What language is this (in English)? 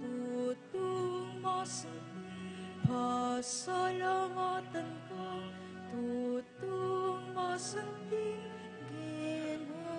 Pampanga